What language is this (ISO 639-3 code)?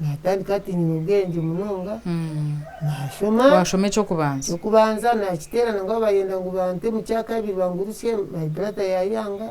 nyn